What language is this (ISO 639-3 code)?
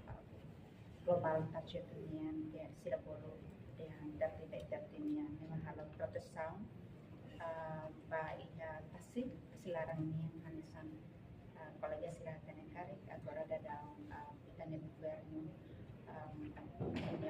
tet